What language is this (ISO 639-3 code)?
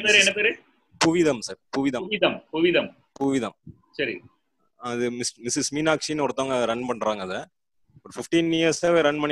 tam